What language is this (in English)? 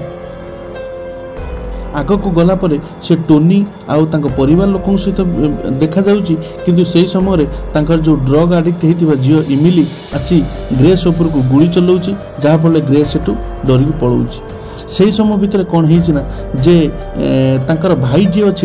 Odia